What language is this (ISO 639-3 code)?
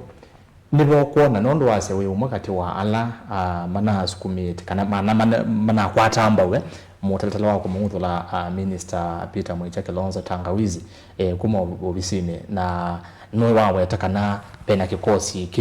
kam